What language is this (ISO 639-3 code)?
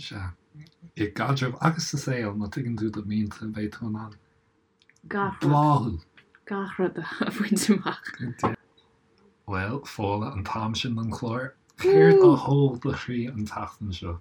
gle